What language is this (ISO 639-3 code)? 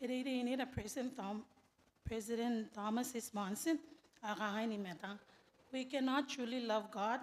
gil